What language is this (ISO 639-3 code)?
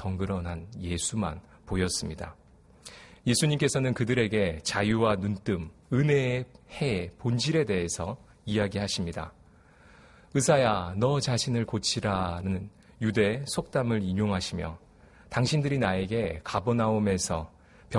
kor